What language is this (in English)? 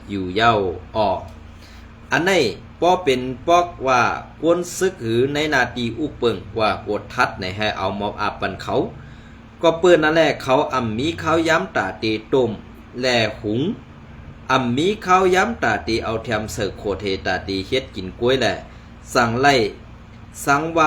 Shan